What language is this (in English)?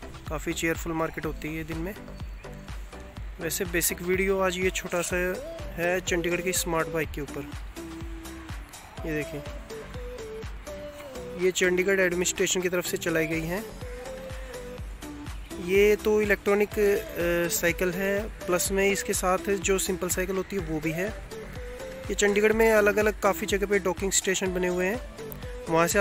Hindi